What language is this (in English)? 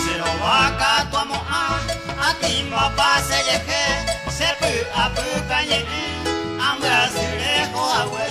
Guarani